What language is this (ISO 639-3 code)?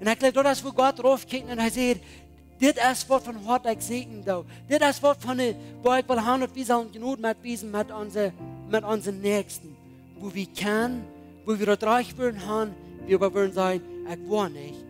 pdt